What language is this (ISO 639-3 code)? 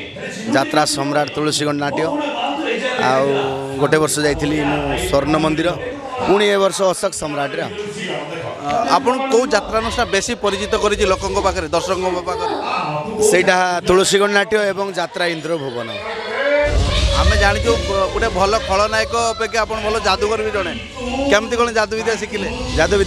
ori